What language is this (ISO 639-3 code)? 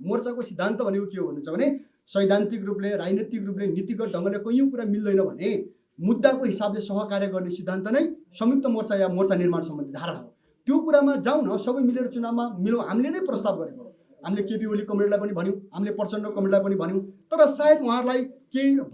nep